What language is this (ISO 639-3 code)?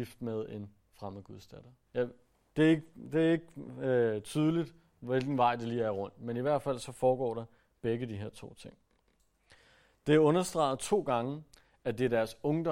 dan